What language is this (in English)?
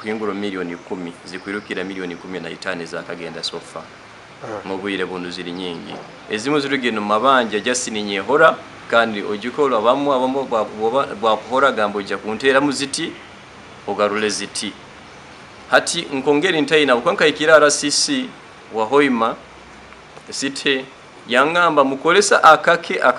Nyankole